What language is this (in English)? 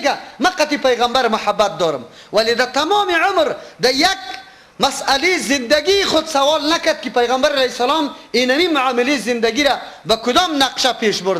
Persian